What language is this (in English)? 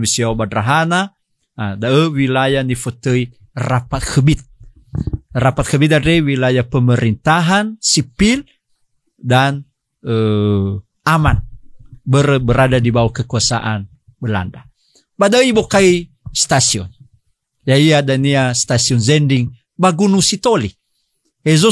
Nias